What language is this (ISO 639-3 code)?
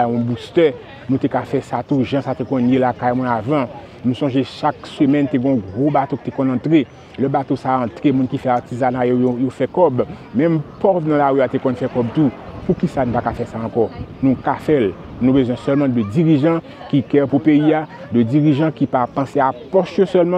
hat